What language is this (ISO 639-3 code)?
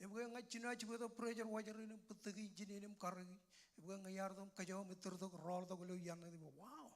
mah